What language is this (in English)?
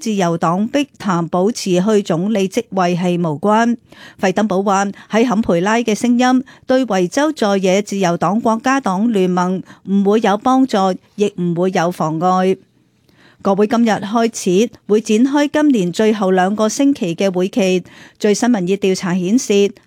Cantonese